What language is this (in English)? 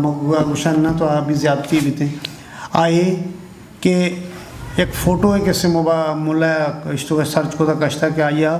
Eastern Balochi